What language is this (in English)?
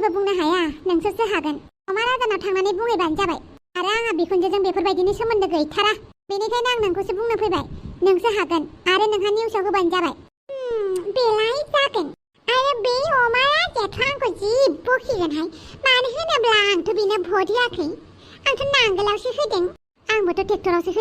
Bodo